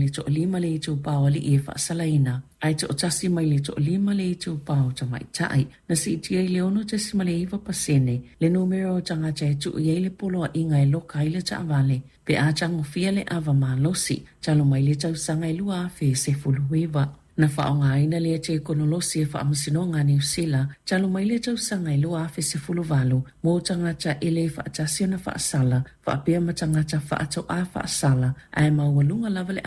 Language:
Samoan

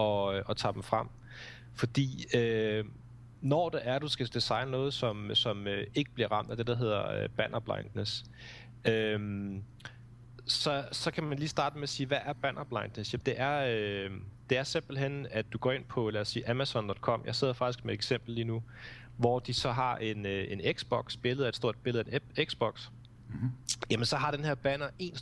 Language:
Danish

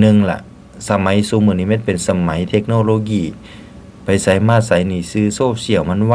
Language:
Northeastern Thai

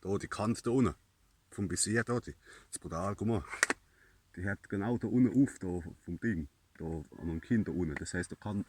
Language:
Palatine German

